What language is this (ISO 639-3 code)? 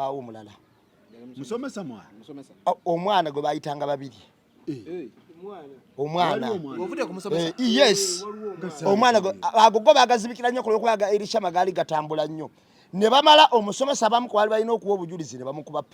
lug